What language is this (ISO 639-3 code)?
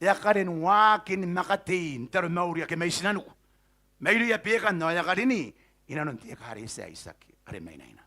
gil